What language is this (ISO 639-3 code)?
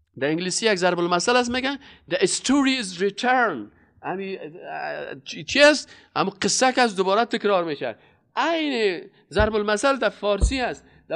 fas